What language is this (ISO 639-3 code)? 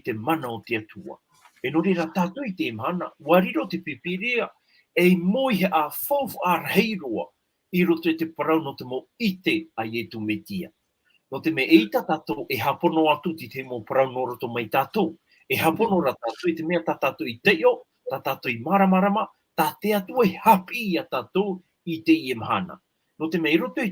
tah